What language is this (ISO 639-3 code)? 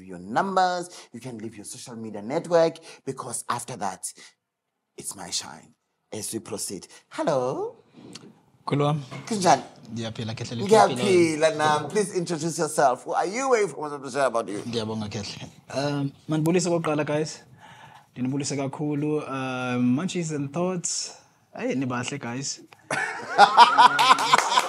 sna